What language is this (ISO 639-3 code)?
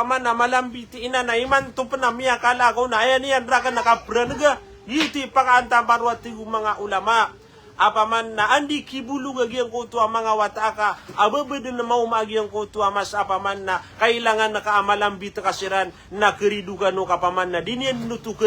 mrw